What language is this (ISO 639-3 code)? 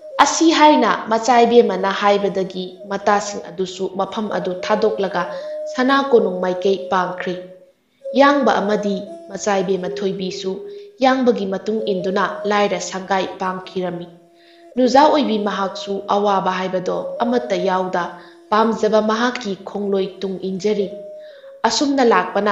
mni